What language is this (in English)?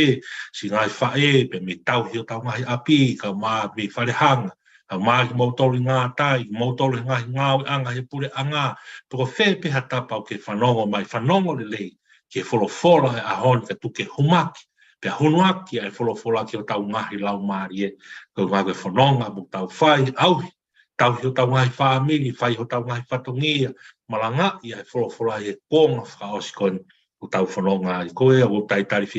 Tongan